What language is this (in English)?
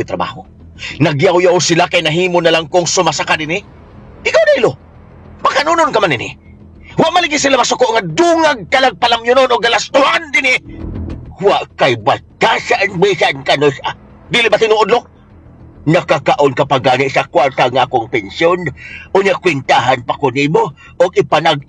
Cebuano